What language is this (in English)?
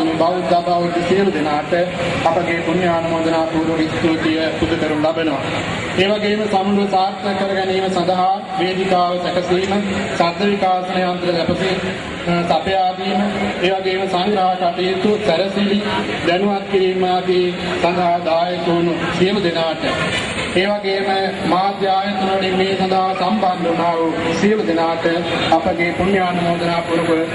Sinhala